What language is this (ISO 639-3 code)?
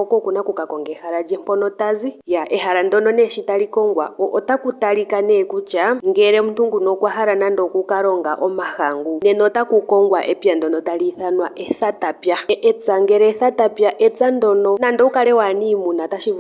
ndo